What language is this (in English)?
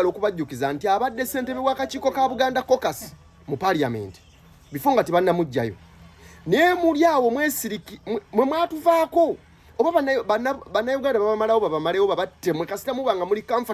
Ganda